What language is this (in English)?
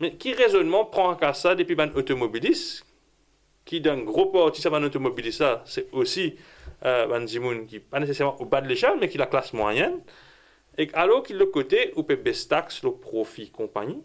Morisyen